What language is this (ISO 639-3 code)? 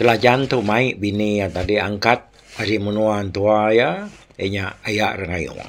iba